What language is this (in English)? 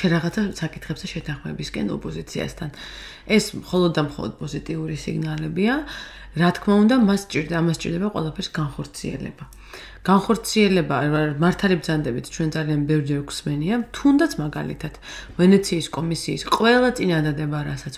Georgian